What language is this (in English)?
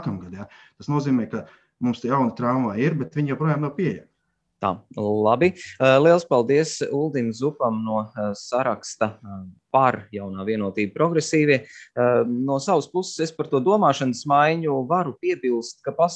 Latvian